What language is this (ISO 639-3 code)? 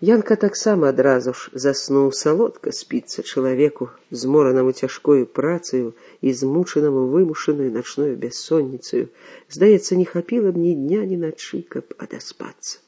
bel